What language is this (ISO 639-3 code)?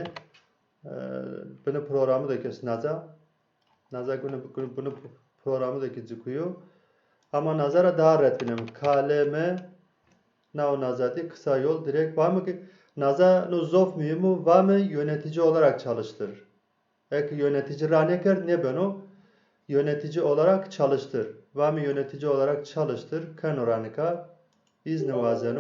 zza